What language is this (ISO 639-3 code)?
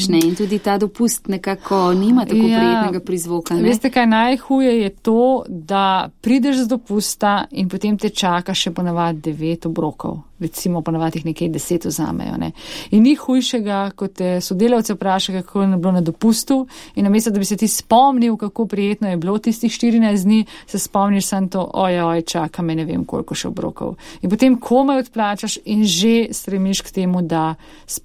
slv